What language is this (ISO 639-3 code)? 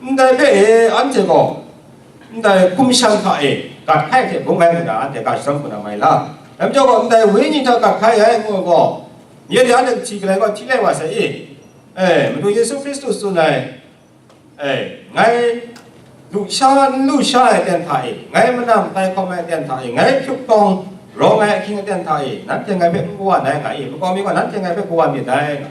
kac